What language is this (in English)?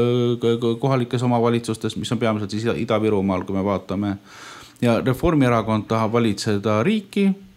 Estonian